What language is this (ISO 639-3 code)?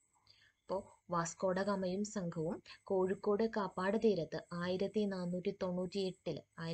mal